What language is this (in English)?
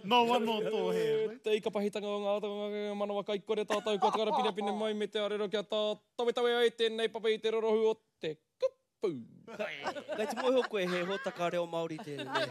Māori